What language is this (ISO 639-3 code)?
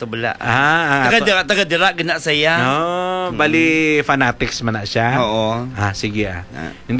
hil